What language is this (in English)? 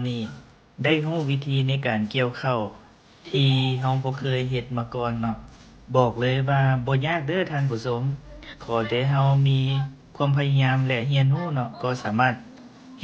Lao